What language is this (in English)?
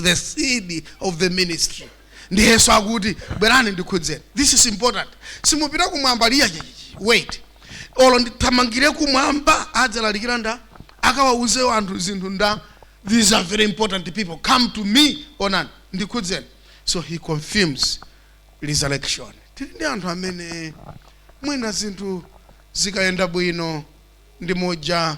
Nyanja